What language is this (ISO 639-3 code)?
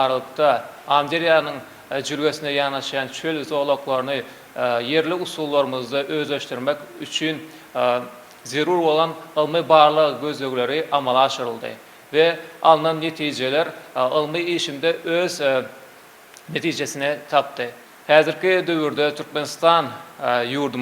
tuk